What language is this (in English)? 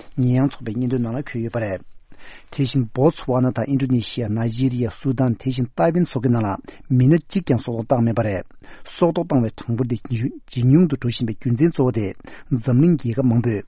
Tibetan